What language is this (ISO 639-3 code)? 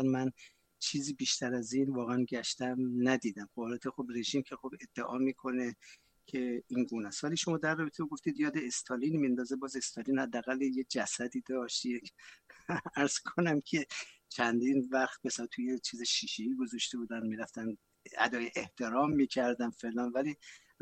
fas